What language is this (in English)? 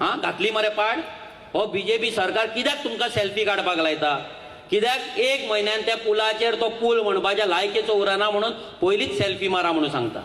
Konkani